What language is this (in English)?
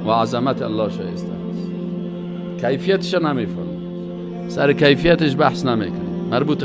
Persian